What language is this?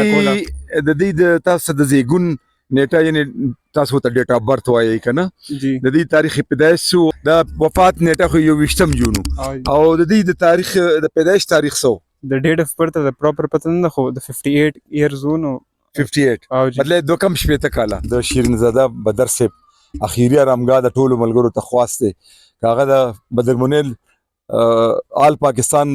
Pashto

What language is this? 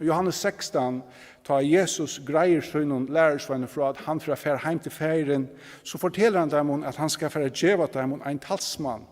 Faroese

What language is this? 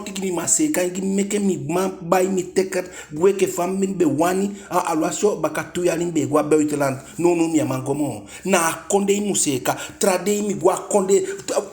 Eastern Maroon Creole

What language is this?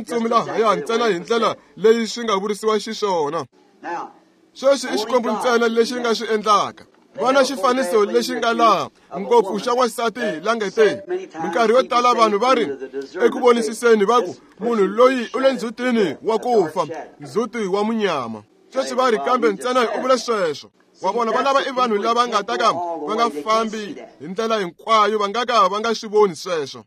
Tsonga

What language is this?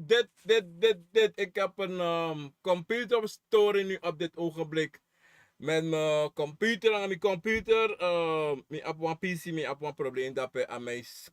Sranan Tongo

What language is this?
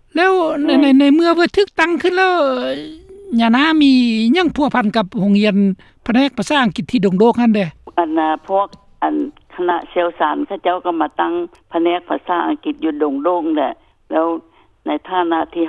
Lao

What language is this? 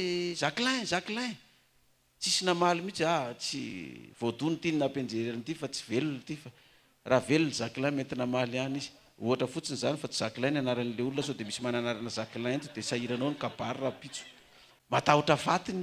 Malagasy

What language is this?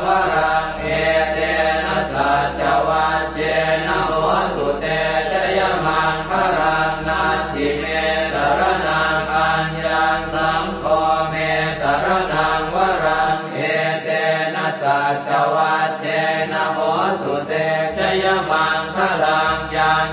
Pali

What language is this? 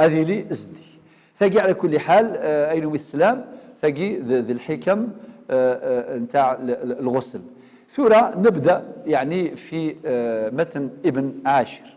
Algerian Arabic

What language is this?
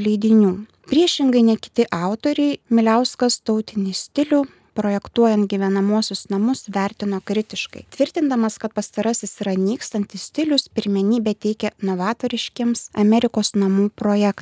Lithuanian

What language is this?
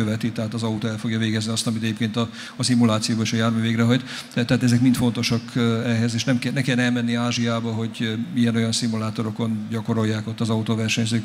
Hungarian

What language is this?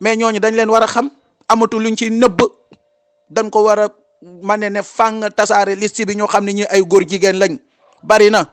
Wolof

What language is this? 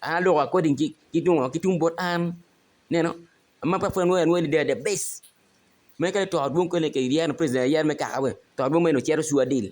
Acoli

